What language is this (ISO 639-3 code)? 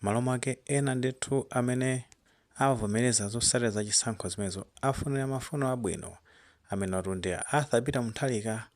nya